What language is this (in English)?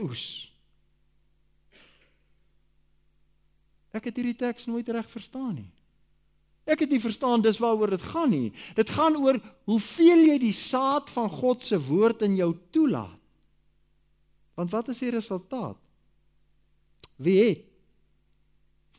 Afrikaans